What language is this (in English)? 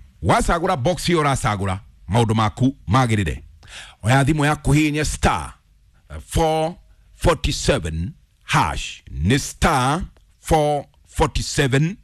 Kikuyu